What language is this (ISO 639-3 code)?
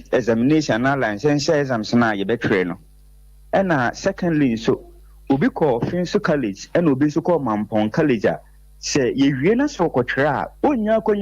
aka